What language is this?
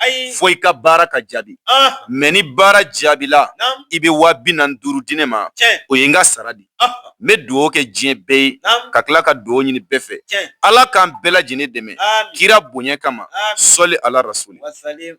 Bambara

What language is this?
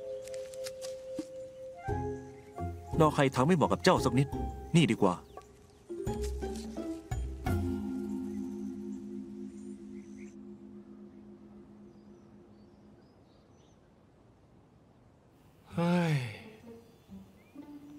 Thai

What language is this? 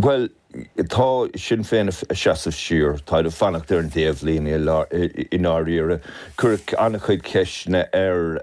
Irish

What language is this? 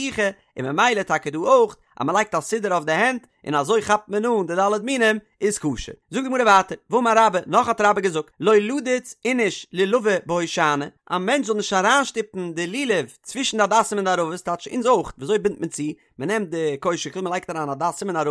Yiddish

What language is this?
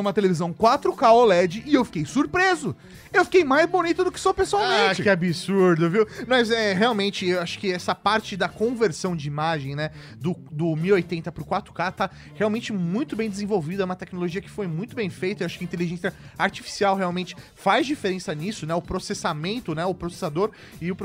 Portuguese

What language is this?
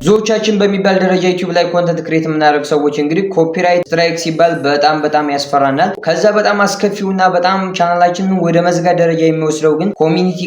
Amharic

